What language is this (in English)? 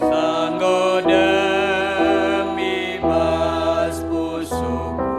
Batak Karo